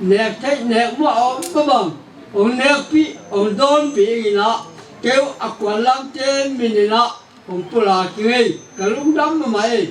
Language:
Paite Chin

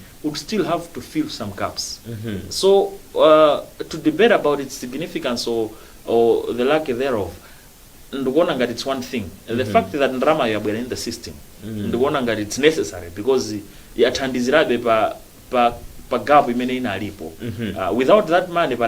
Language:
Nyanja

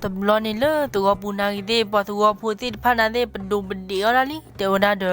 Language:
S'gaw Karen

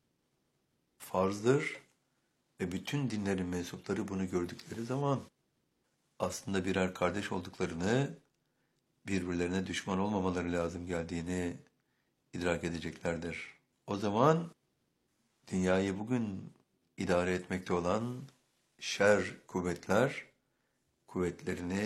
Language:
Turkish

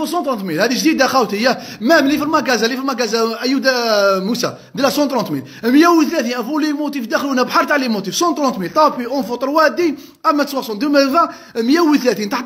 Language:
Algerian Arabic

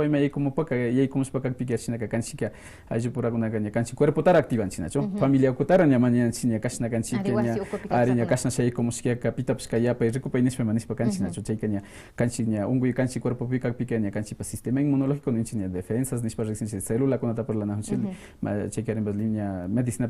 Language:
Quechua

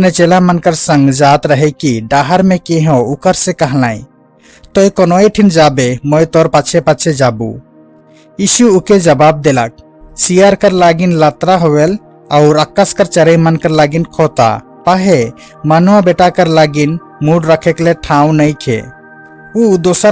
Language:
Sadri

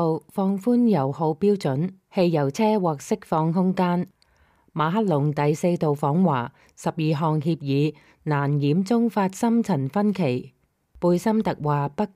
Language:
Cantonese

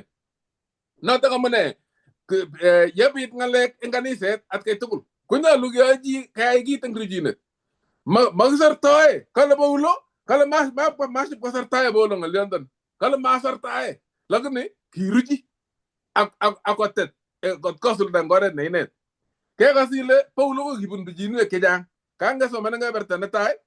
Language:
Kalenjin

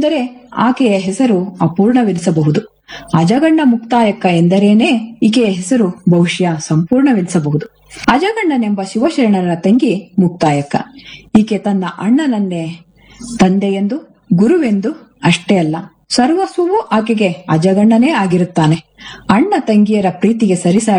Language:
Kannada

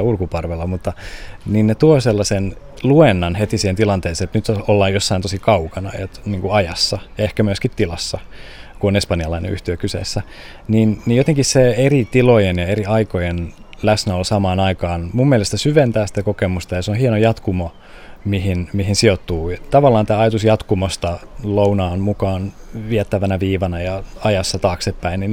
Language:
Finnish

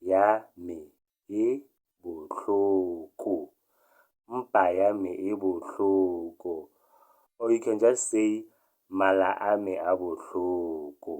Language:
Tswana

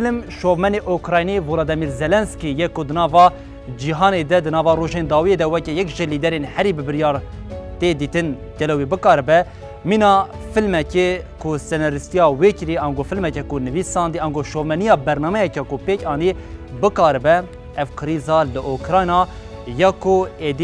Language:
Kurdish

